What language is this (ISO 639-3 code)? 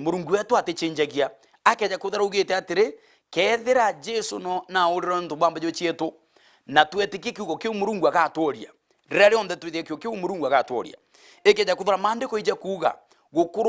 mer